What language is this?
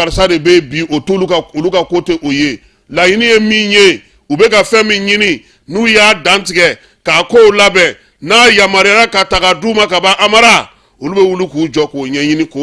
Bambara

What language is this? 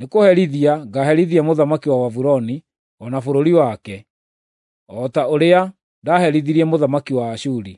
Kikuyu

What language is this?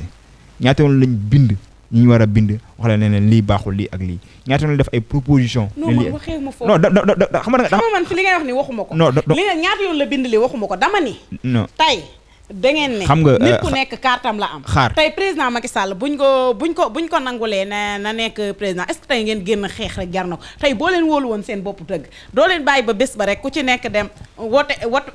Wolof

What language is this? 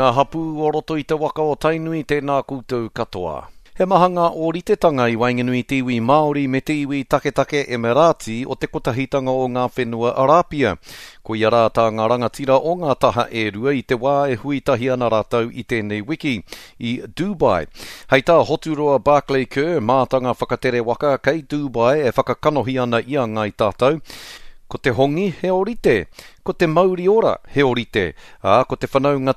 Māori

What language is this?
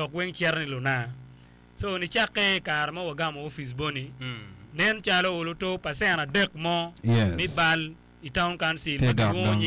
Acoli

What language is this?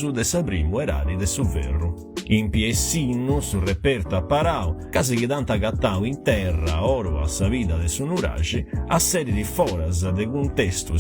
Sardinian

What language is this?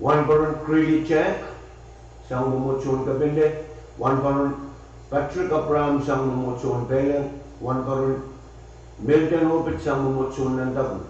Pohnpeian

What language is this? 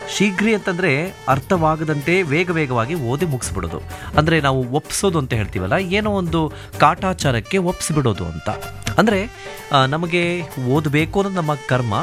Kannada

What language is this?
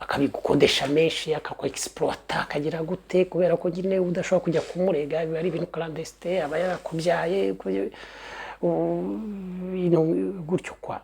Kinyarwanda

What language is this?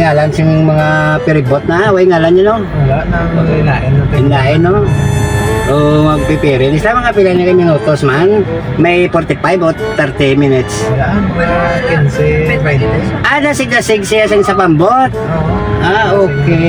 Hiligaynon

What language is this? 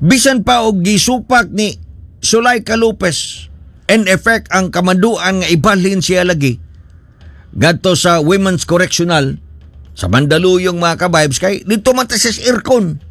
Cebuano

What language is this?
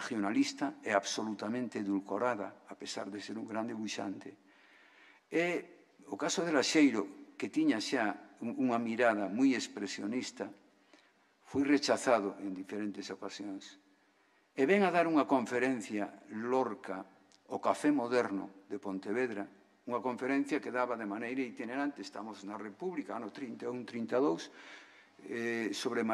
Galician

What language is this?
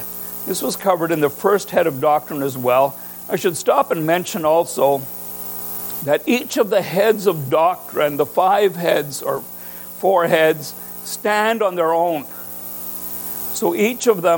English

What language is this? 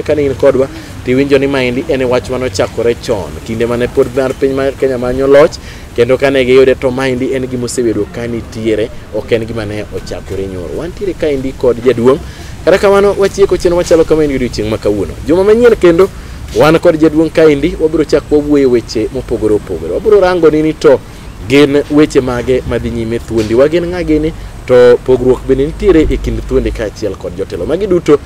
Luo (Kenya and Tanzania)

